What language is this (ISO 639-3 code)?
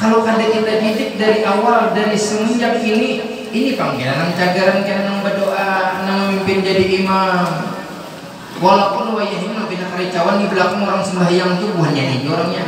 bjn